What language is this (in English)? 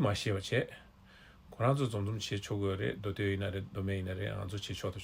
Tibetan